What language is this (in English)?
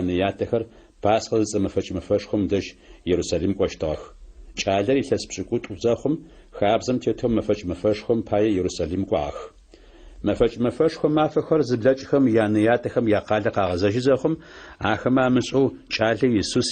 Adyghe